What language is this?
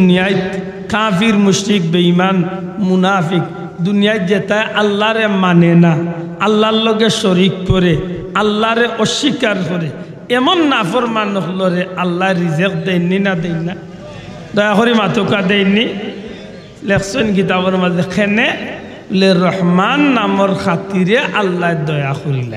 Sylheti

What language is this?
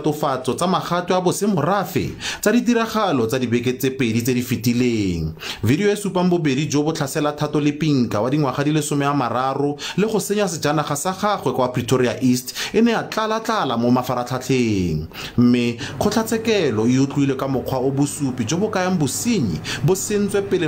Tswana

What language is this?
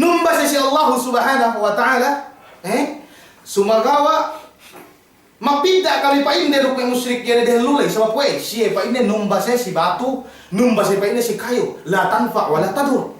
Yakan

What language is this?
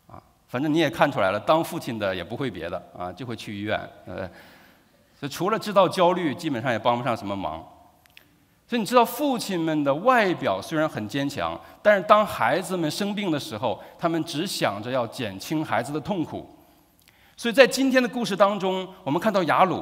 Chinese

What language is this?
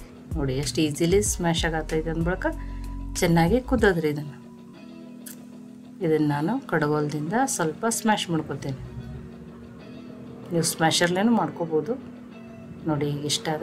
Kannada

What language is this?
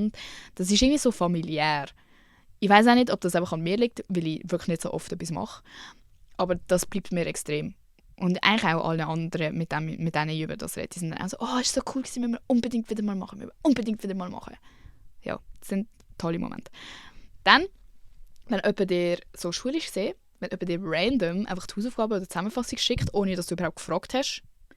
Swiss German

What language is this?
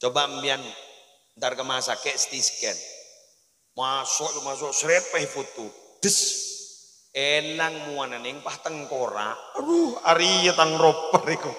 Madurese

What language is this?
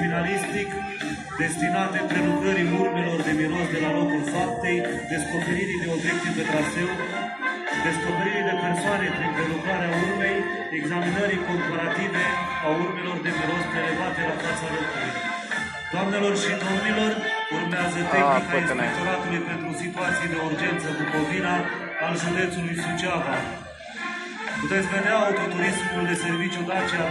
Romanian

